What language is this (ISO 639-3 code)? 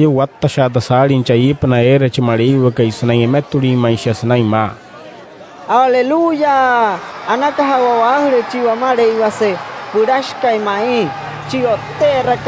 guc